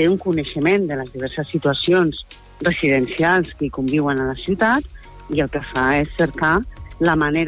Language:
Catalan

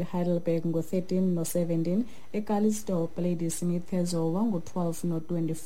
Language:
Xhosa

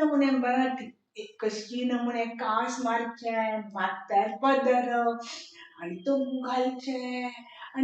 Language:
Konkani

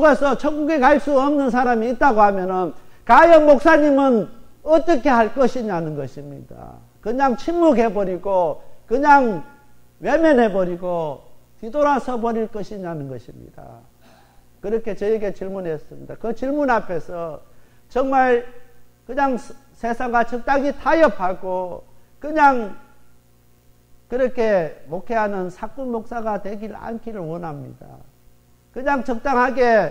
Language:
Korean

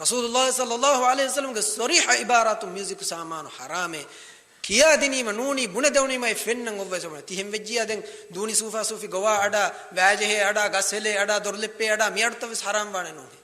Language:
Divehi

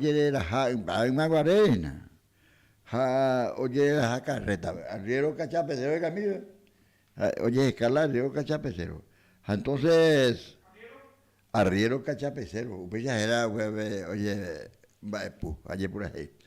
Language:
Guarani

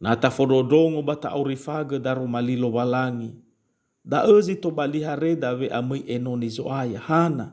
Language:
Nias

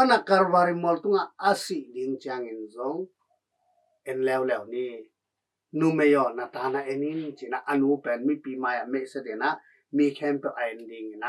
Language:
Tedim Chin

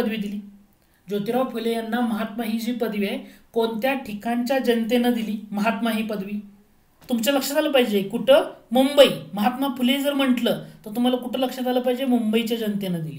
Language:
Marathi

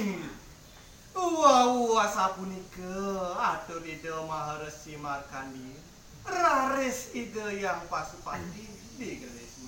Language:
Balinese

